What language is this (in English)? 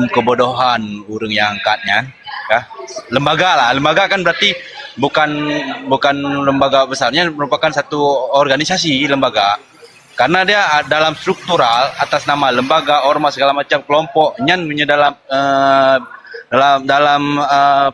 Achinese